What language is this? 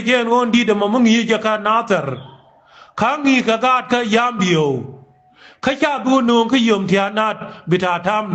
Nuer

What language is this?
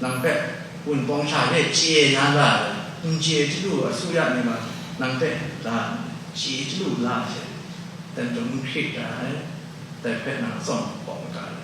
Kachin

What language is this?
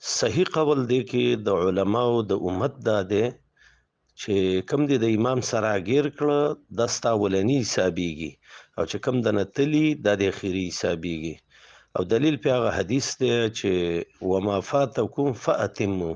Pashto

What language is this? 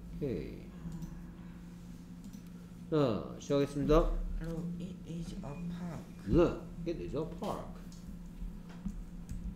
Korean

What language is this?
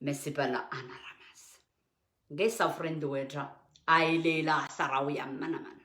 Pohnpeian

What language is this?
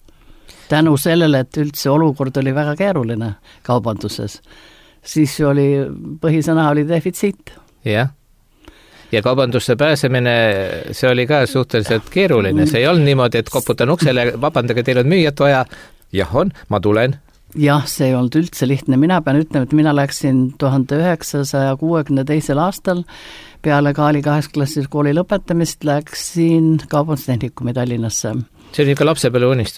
Estonian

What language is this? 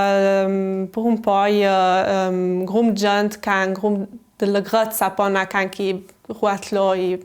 Ladin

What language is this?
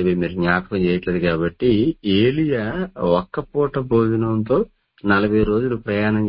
Telugu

